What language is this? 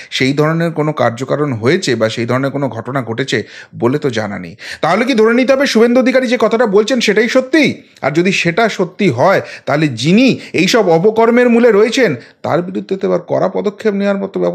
Bangla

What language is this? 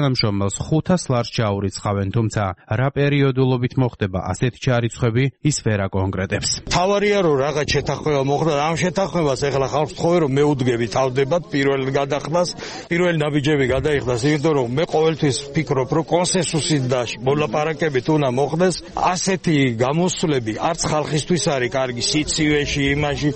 Georgian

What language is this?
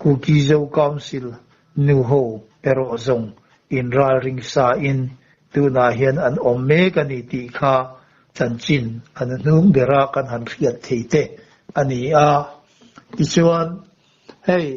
Mizo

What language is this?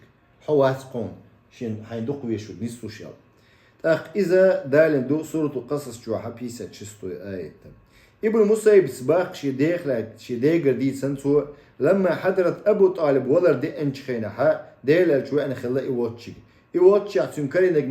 Chechen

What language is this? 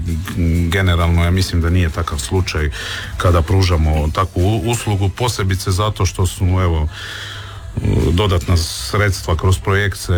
Croatian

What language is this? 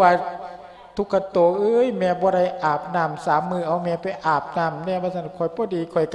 Lao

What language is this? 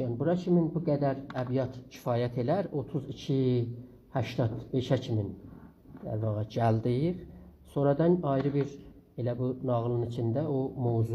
South Azerbaijani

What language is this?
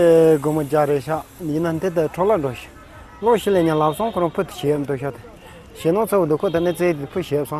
Tibetan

